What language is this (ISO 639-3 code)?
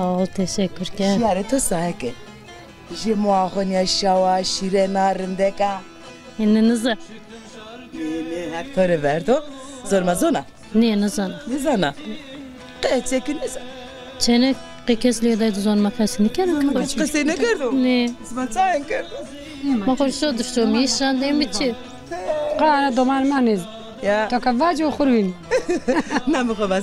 zza